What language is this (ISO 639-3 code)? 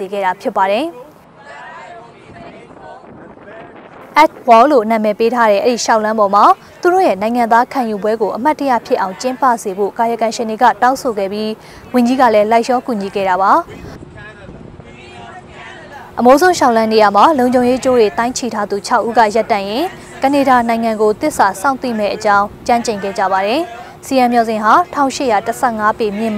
mya